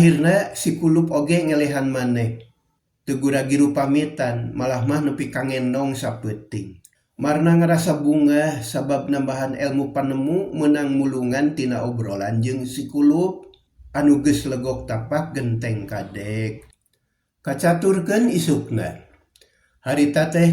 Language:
Sundanese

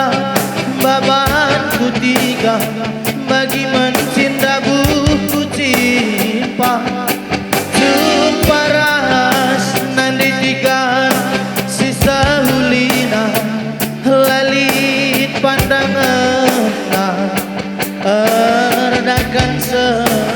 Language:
Batak Karo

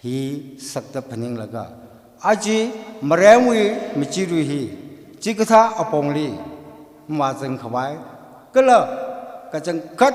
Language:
Tangkhul Naga (India)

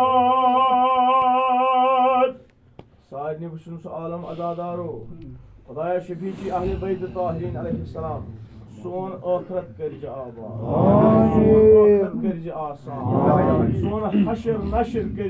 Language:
Kashmiri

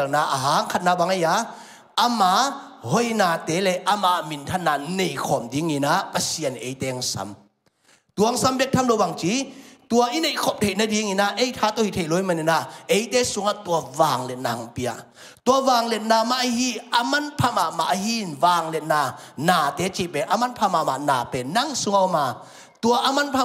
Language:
Tedim Chin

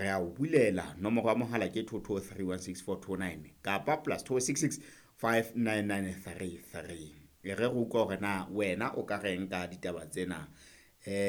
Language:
Southern Sotho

